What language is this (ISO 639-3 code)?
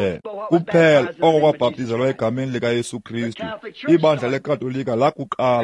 xho